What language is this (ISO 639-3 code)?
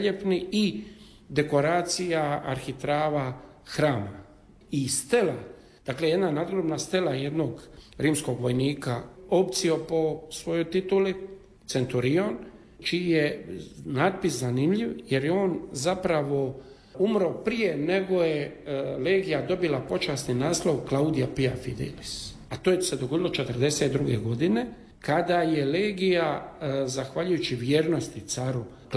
hrv